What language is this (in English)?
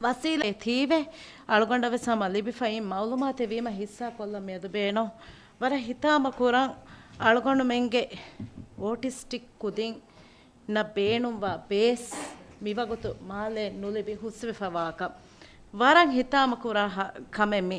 Divehi